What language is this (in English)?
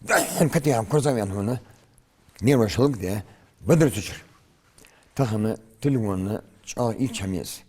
Ingush